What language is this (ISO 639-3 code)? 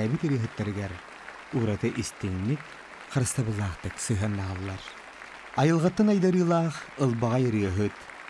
sah